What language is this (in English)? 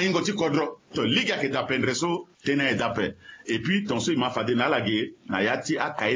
Sango